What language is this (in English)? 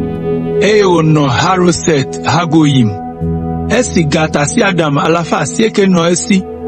Ewe